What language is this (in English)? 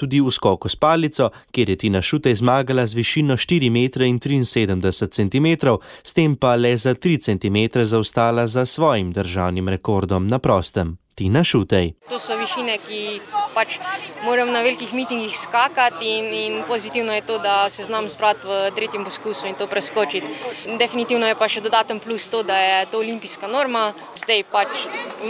Slovenian